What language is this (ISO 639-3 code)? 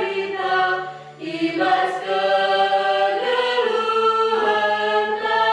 btx